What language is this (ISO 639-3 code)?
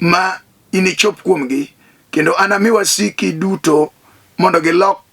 luo